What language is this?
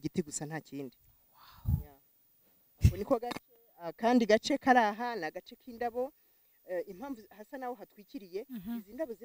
Kinyarwanda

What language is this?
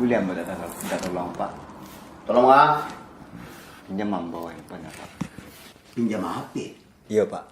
Minangkabau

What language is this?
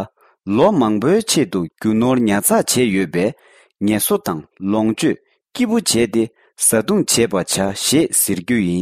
Tibetan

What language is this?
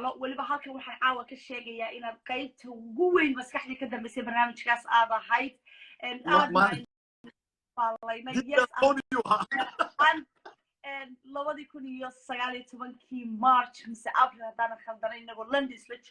Somali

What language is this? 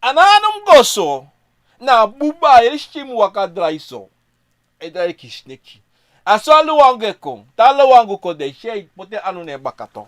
Sranan Tongo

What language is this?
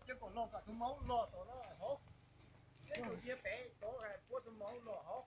Hmong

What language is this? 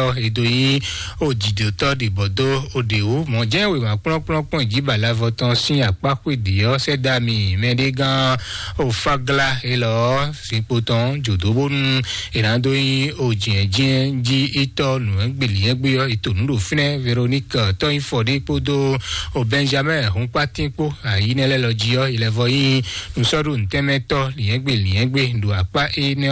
Fon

